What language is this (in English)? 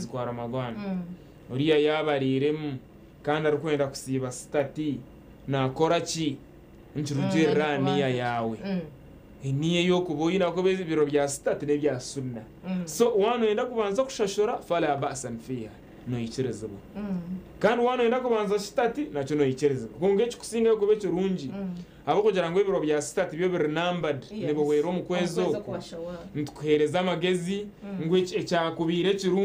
Nyankole